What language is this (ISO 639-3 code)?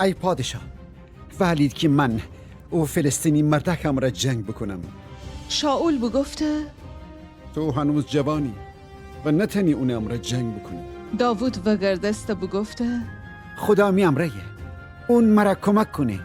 glk